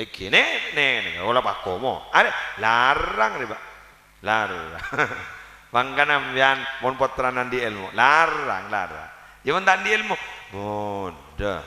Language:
Madurese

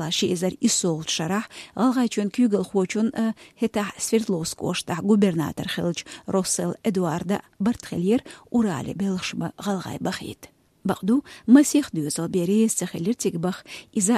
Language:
Chechen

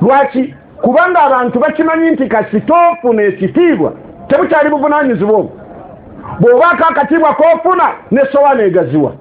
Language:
Ganda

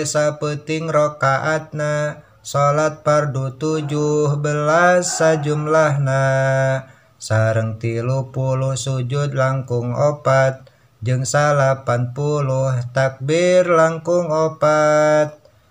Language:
Sundanese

